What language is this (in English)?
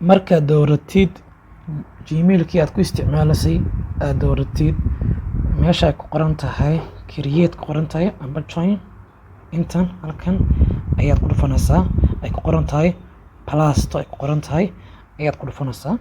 Somali